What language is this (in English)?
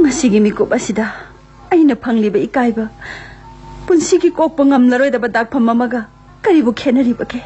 Manipuri